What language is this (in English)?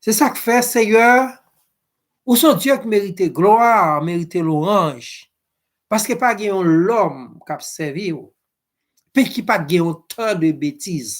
Haitian Creole